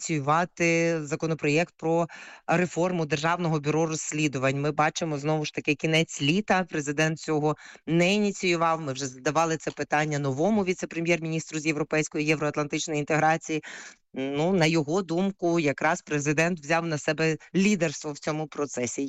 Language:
Ukrainian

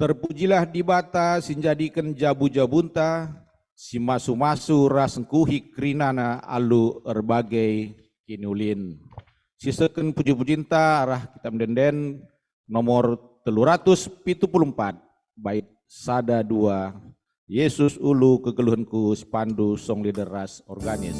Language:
Batak Karo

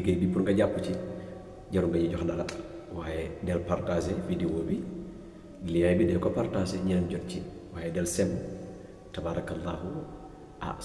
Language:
Wolof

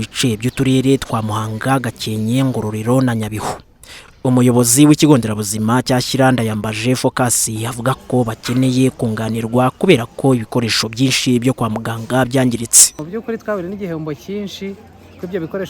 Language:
Kinyarwanda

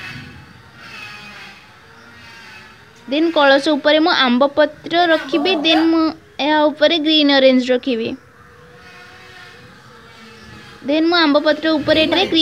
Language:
Odia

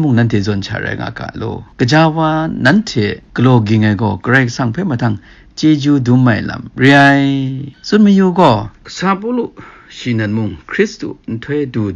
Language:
Kachin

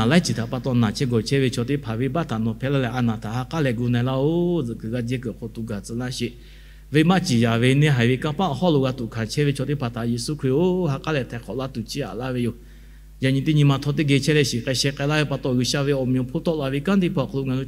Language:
Lahu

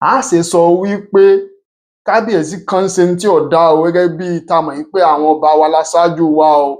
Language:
Yoruba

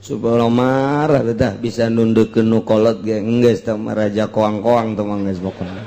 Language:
Sundanese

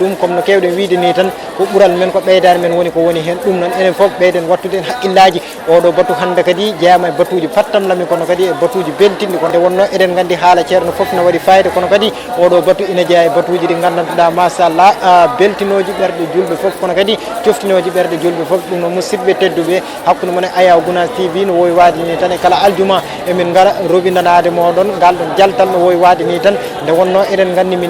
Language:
Fula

